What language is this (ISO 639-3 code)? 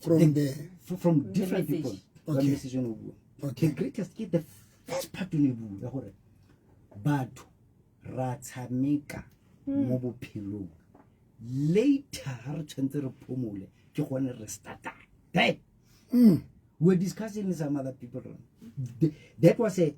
sot